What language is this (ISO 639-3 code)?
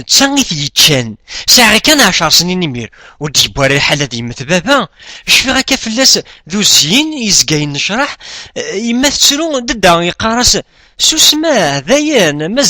kab